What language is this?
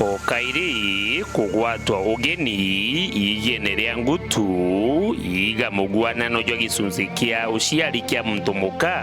Meru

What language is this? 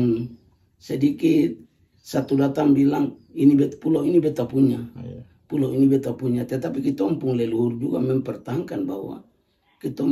Ambonese Malay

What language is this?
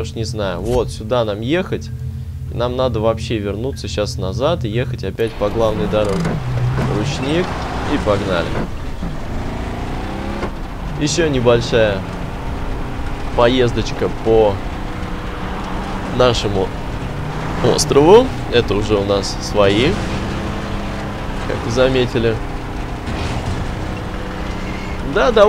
Russian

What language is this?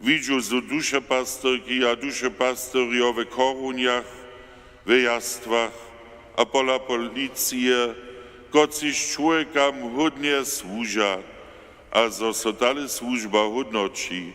Upper Sorbian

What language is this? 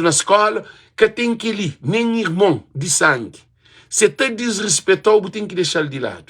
Kabuverdianu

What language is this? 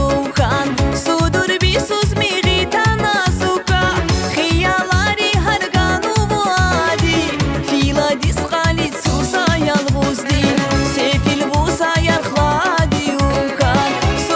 Tabassaran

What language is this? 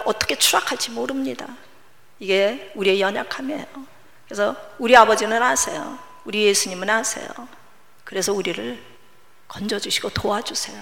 Korean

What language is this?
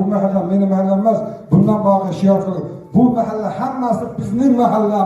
Uzbek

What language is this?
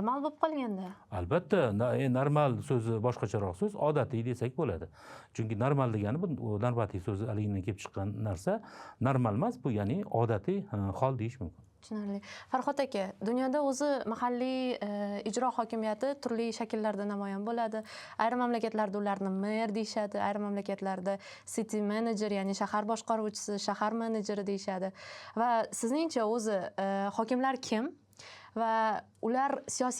Uzbek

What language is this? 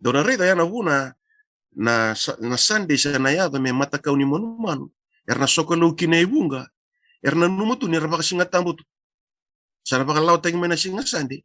Fijian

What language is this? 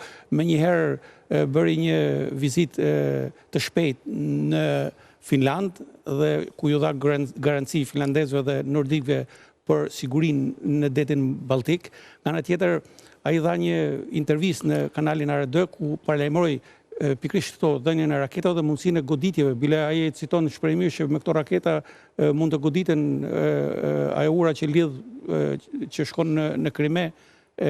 Albanian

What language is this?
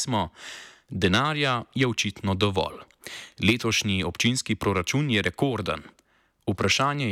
Slovenian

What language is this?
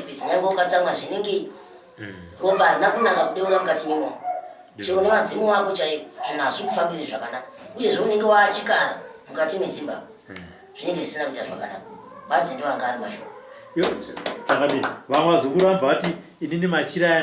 Shona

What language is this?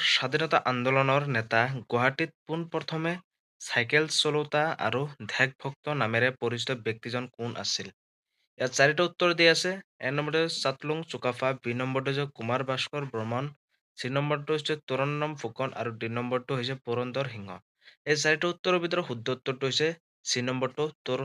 Assamese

